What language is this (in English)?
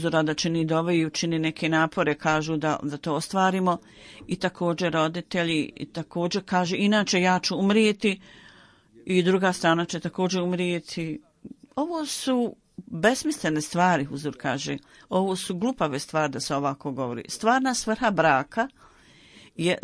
Bosnian